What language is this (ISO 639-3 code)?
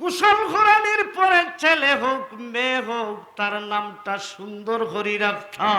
syl